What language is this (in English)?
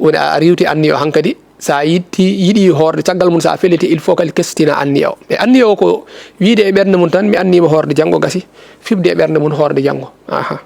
Fula